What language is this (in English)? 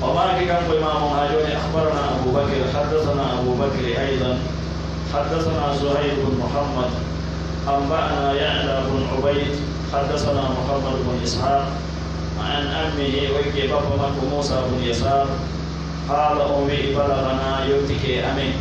Pular